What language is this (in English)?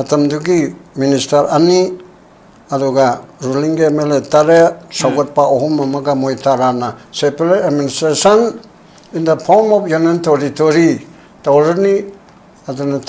Manipuri